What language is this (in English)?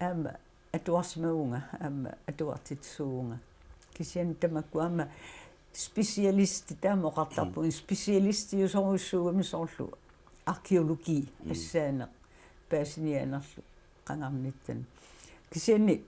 Kalaallisut